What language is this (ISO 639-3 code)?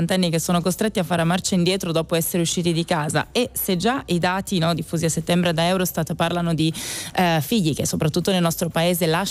ita